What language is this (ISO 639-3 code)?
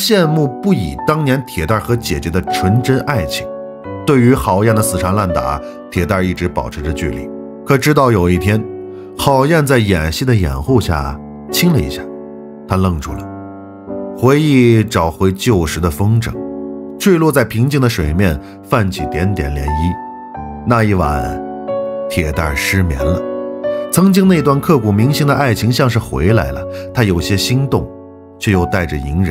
zho